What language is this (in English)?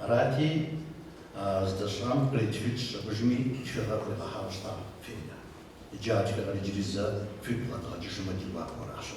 Kabardian